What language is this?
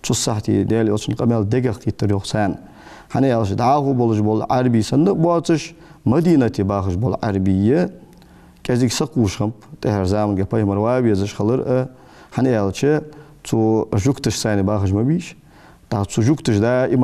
Ingush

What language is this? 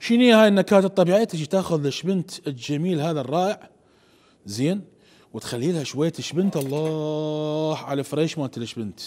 Mesopotamian Arabic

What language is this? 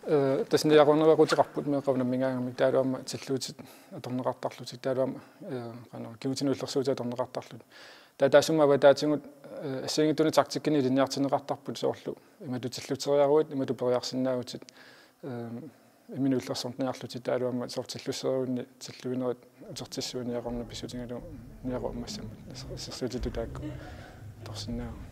Kalaallisut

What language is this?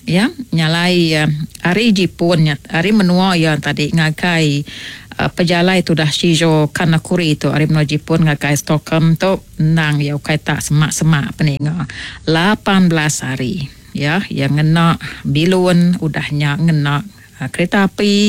Iban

